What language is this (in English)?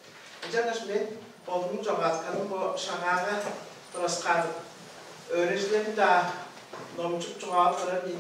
Tuvinian